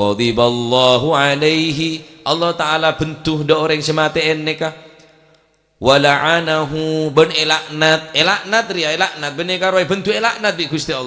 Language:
Madurese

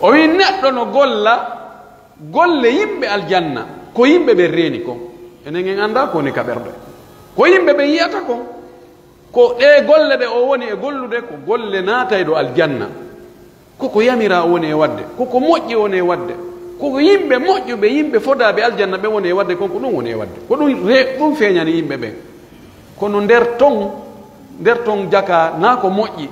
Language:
Pular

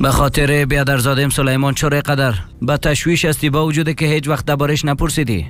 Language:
Persian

